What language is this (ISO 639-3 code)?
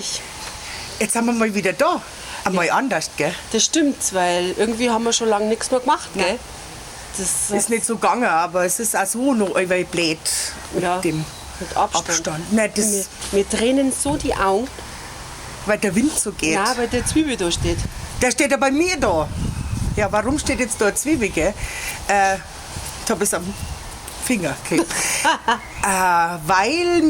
bar